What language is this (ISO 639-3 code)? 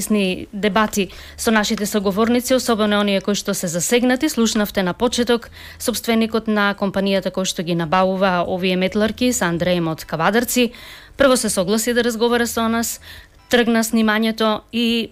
mkd